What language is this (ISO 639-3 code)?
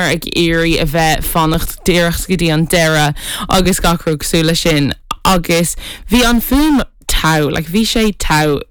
gle